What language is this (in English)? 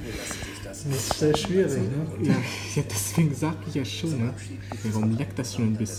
German